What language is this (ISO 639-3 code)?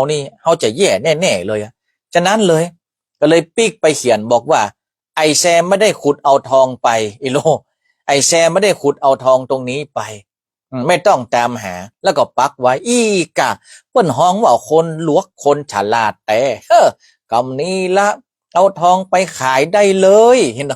nod